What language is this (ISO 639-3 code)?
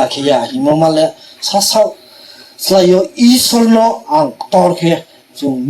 ria